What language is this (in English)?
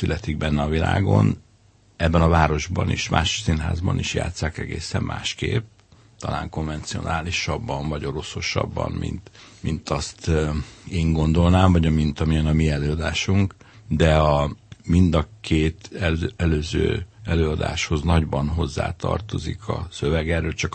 Hungarian